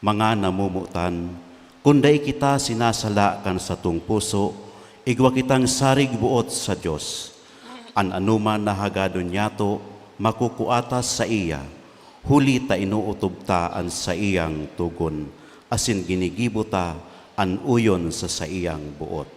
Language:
Bikol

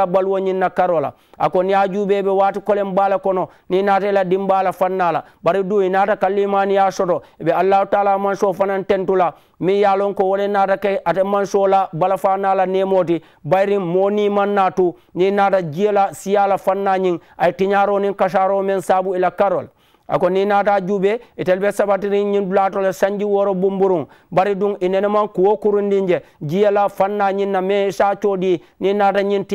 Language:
Mandingo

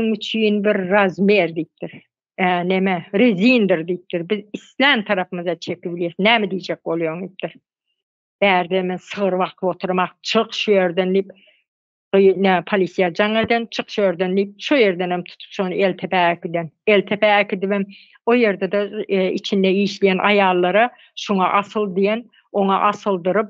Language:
Turkmen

